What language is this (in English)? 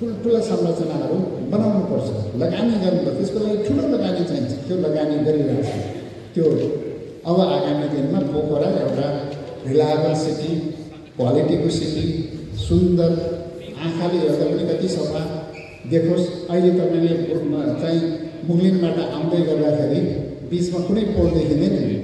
Nepali